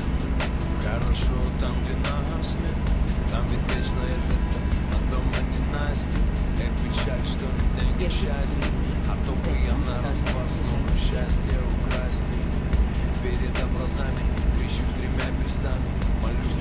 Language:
Russian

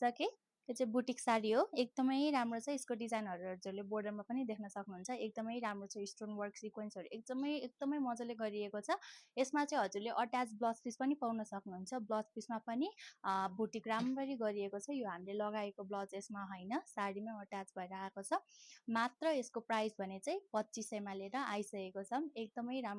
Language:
Nepali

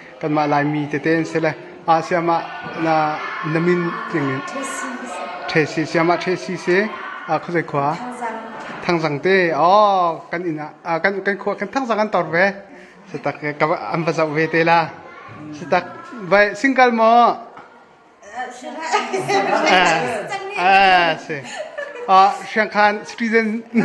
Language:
Hakha Chin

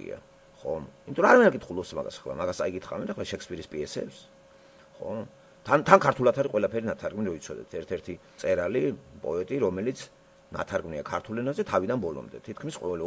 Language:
Georgian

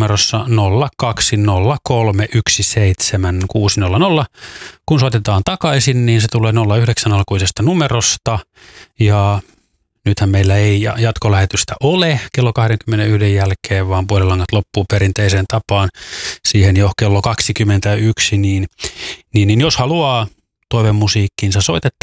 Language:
Finnish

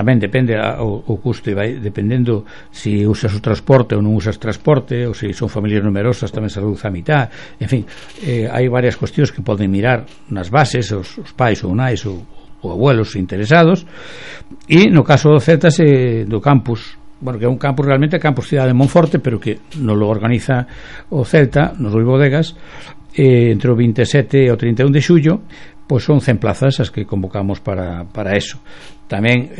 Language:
Galician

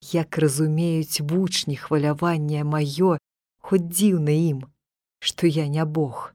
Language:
Belarusian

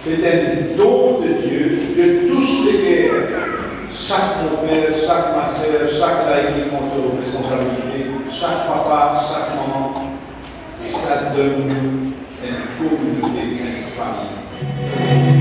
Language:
Morisyen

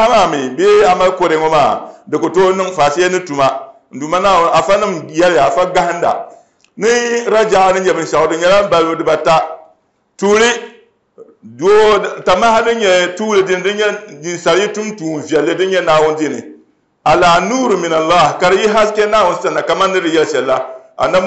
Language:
Dagbani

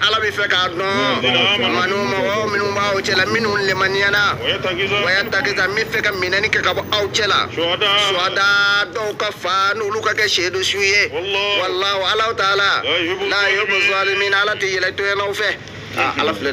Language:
Bambara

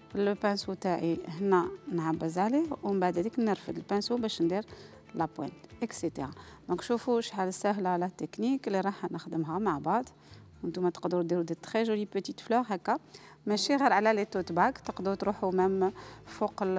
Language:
Algerian Arabic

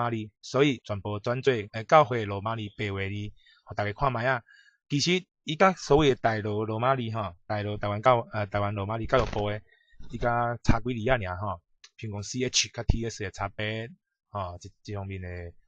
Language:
Min Nan Chinese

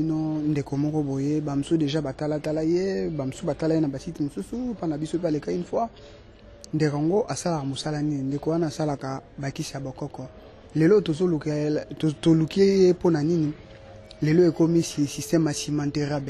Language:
Lingala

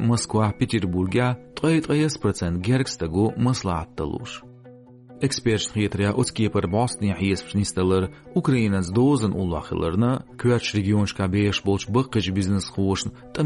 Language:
Chechen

